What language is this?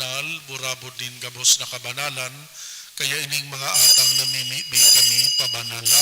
Bikol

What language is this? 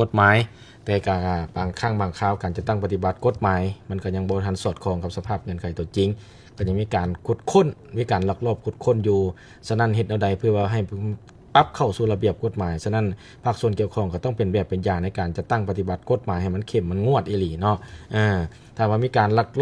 Lao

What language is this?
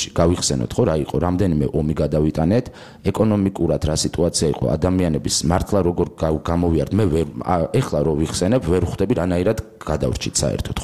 Georgian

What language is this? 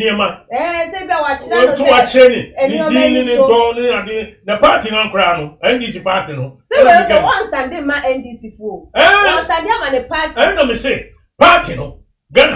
Akan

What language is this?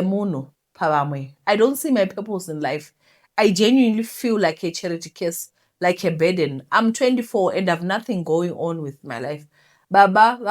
Shona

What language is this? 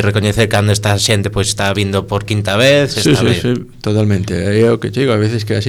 Galician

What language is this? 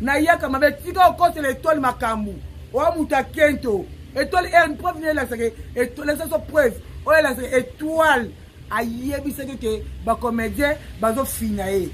Lingala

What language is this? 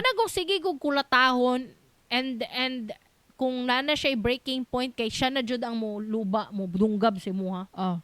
Cebuano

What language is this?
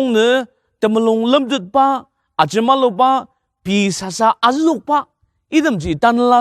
Ao Naga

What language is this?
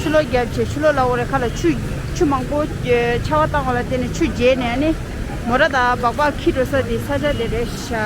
Tibetan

